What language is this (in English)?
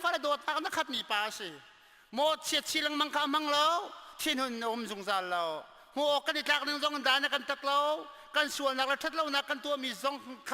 Hakha Chin